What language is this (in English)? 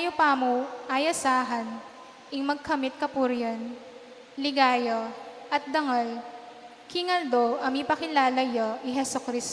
Pampanga